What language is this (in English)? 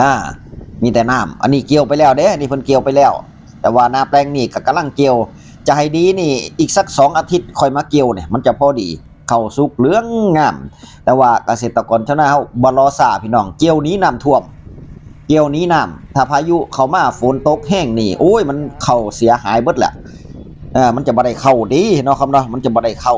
Northeastern Thai